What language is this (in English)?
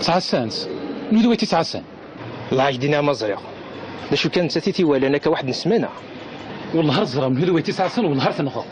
Kabyle